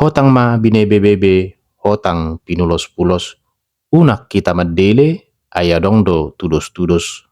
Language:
Batak Toba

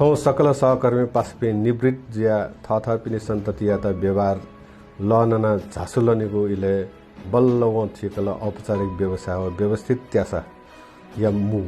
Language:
Newari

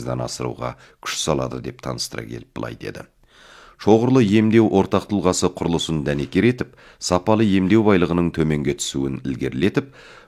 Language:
Kazakh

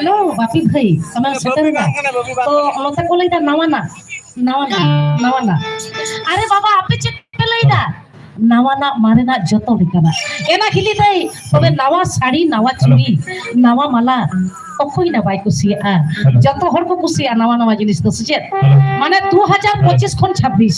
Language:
Santali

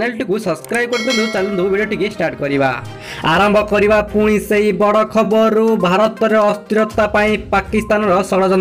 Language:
Odia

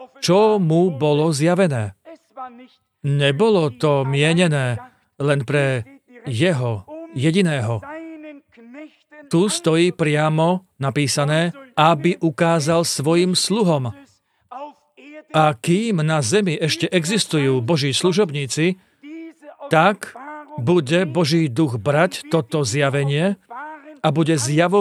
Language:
Slovak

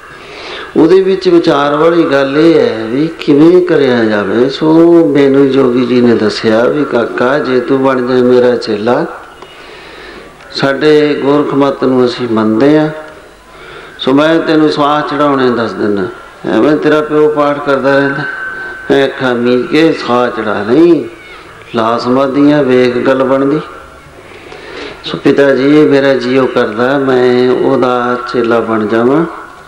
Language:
Punjabi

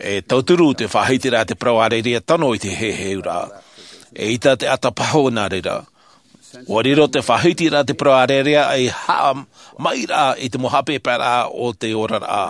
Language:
Tahitian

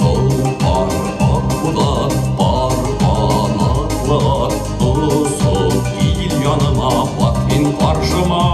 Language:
Bashkir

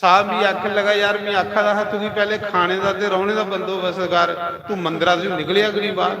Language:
Dogri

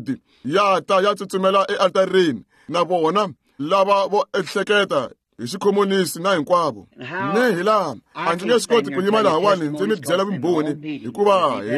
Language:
Tsonga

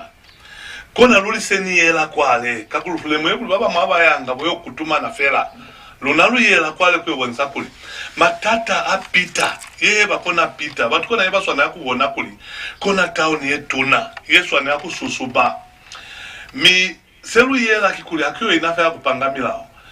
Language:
Lozi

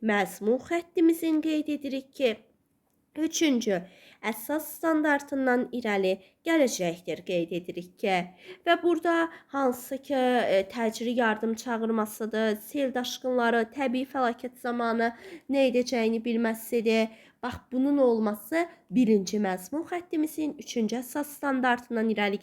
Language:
Azerbaijani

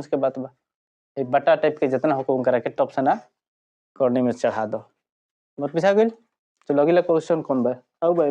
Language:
Bhojpuri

